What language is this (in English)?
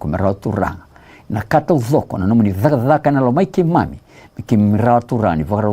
Fijian